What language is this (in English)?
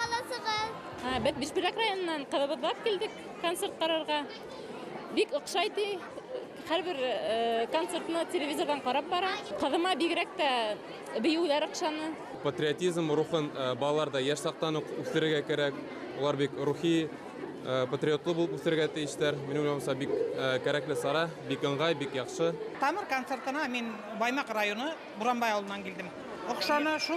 Bashkir